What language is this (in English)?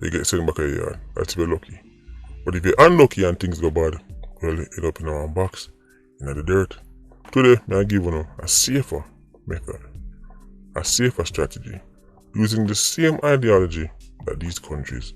Jamaican Creole English